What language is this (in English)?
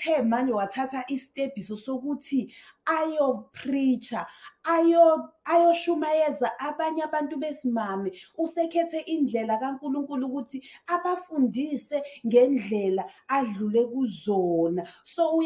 Zulu